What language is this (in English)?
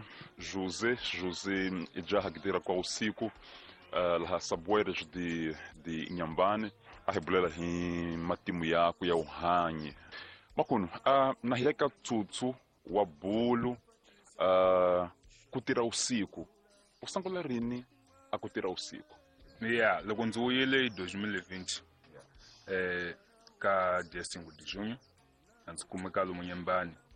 Tsonga